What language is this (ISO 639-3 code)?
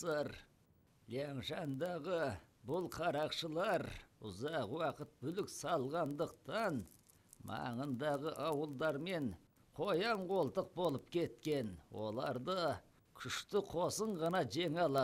kaz